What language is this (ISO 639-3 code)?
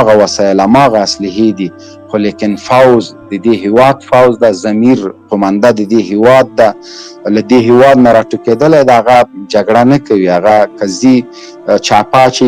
pus